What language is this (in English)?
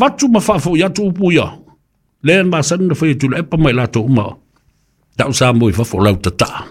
Samoan